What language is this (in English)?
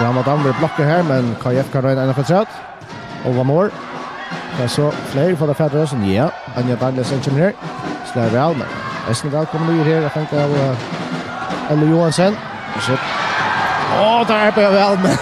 Faroese